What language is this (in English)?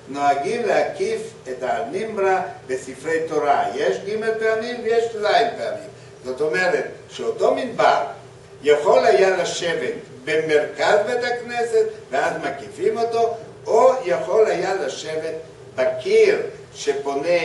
Hebrew